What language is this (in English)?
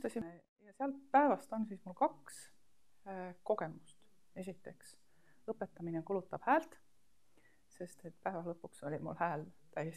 Estonian